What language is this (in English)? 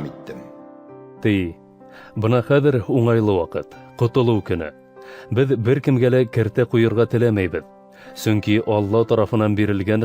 Bashkir